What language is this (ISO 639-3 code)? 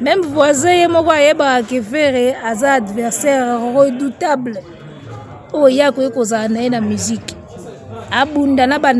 lin